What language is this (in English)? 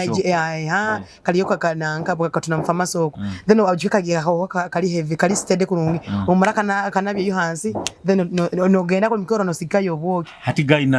Nyoro